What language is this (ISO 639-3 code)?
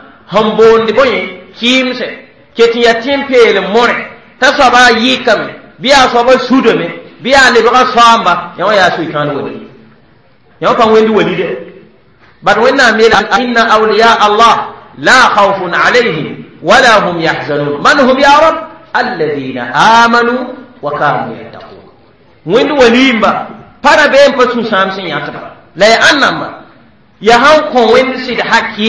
mos